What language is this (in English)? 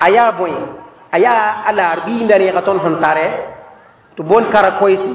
Mossi